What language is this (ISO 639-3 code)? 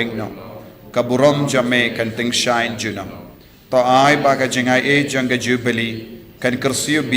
kha